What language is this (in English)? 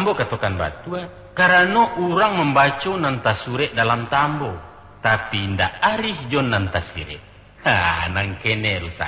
Minangkabau